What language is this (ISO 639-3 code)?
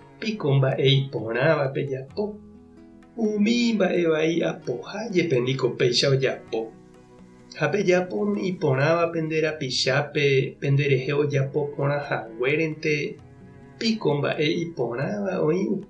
grn